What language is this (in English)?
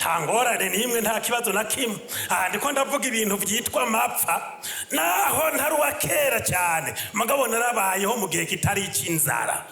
Rundi